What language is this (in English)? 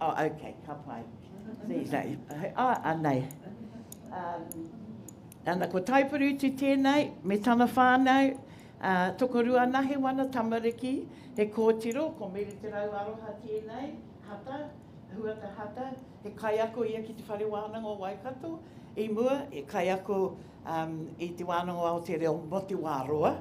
Māori